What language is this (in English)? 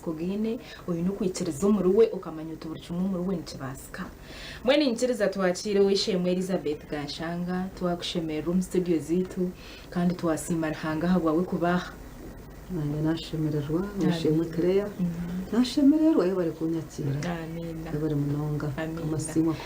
Nyankole